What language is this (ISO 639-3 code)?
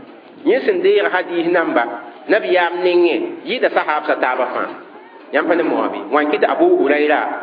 mos